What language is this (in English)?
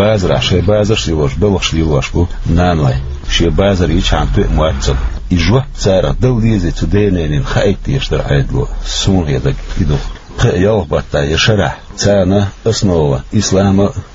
Chechen